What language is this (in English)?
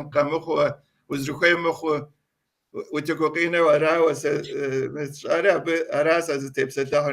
Kabardian